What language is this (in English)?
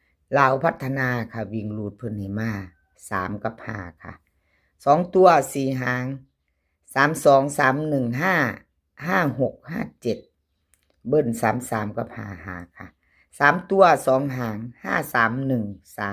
Northeastern Thai